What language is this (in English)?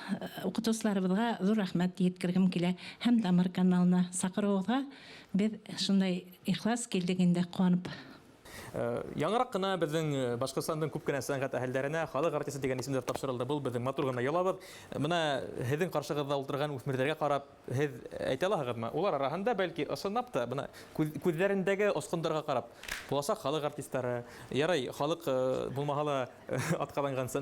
Bashkir